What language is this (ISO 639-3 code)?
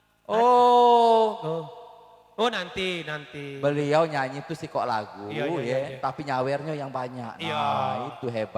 mui